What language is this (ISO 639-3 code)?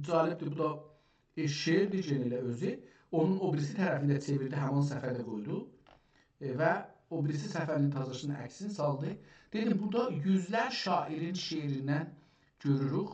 azb